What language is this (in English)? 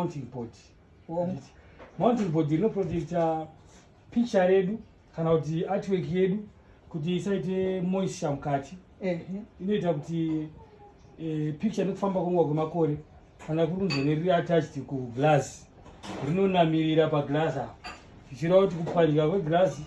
Shona